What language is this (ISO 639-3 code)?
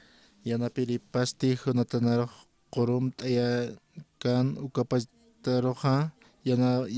aym